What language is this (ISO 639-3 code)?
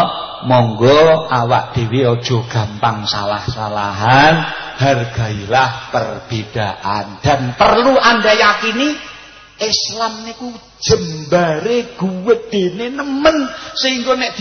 jav